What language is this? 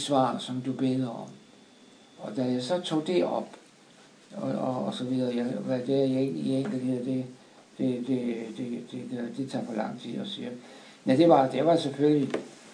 Danish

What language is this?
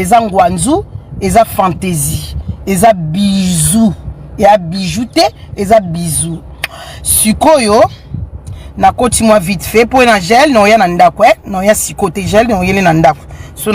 Lingala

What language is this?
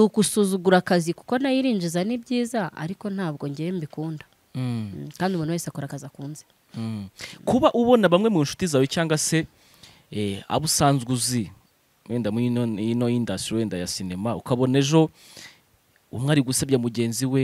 Kinyarwanda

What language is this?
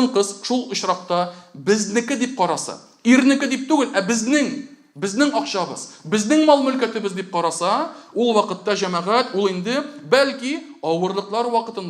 Tatar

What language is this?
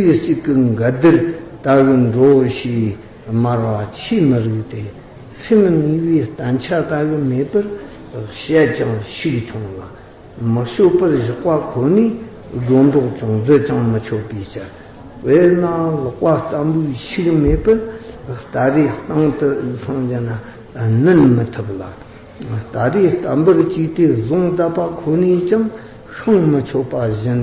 Tibetan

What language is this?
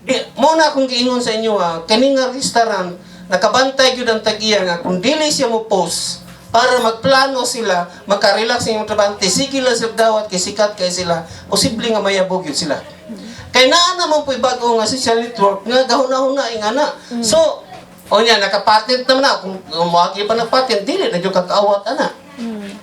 Cebuano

